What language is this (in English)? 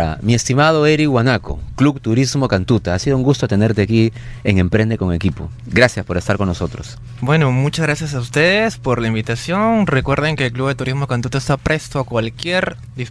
Spanish